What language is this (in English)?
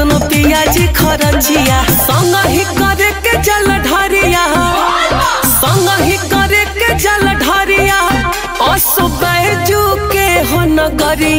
Bhojpuri